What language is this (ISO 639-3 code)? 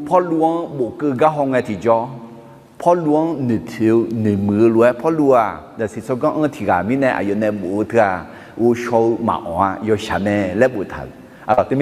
ahk